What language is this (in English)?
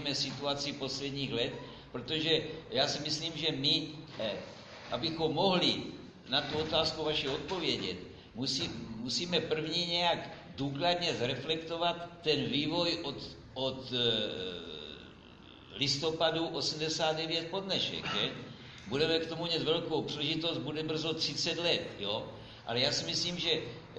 Czech